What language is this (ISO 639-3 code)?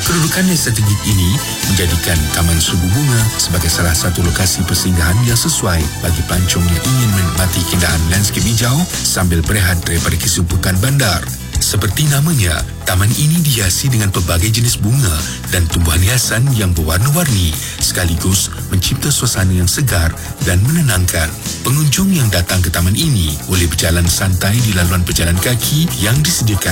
msa